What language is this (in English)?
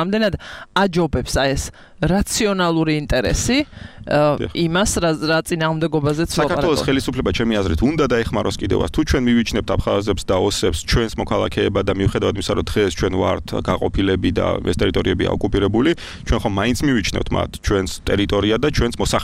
Georgian